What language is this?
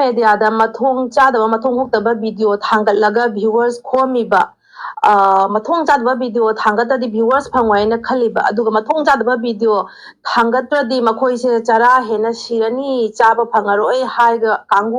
Manipuri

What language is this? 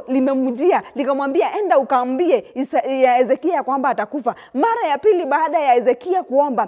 Swahili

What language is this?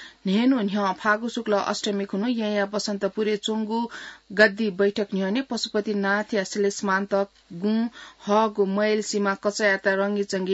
Newari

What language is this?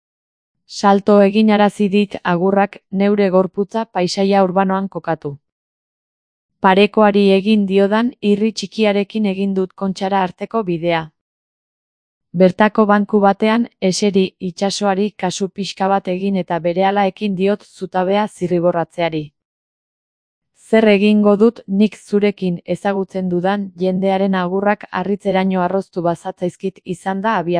Basque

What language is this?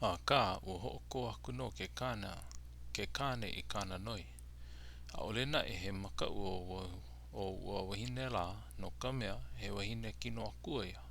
Hawaiian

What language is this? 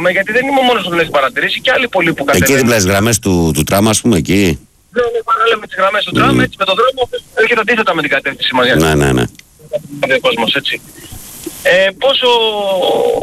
Greek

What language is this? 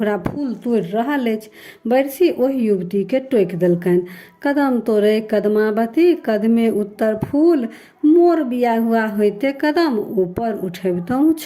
Maithili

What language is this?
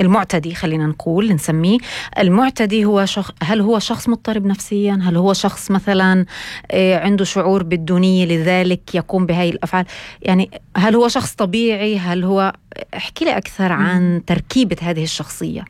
North Levantine Arabic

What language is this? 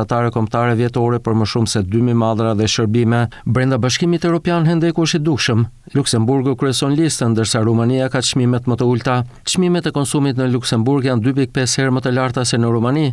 Albanian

